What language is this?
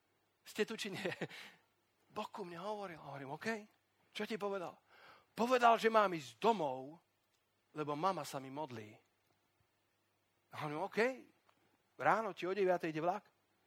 Slovak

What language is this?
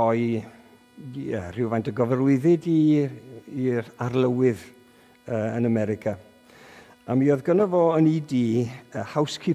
Welsh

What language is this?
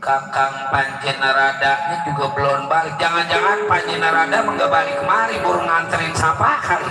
Betawi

